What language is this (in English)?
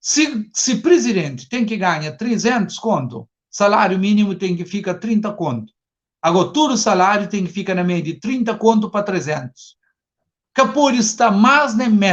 Kabuverdianu